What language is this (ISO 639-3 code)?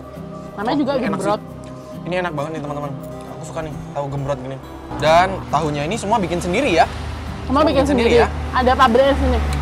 ind